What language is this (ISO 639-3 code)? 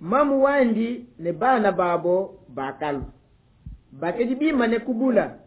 lua